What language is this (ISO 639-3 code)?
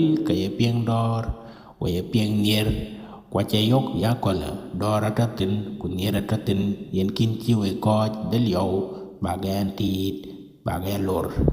din